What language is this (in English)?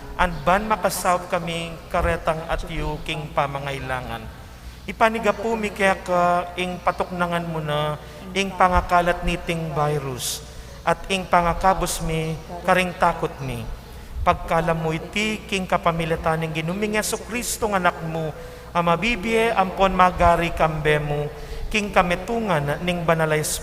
Pampanga